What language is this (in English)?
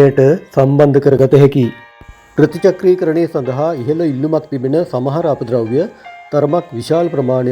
Sinhala